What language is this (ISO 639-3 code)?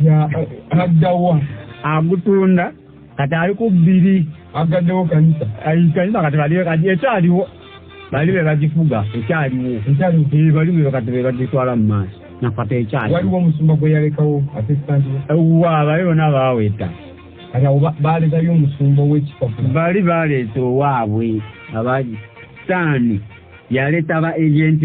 lug